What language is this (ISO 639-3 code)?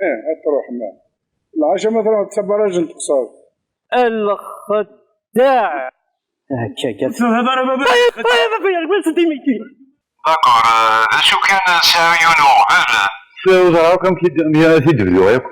kab